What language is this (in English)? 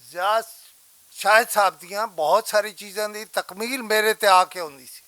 Western Panjabi